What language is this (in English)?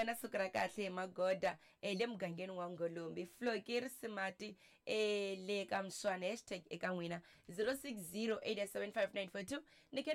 Tsonga